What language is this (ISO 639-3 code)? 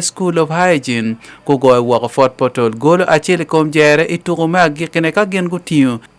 ach